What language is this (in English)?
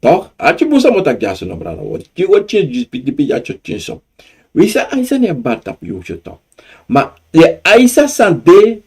Sranan Tongo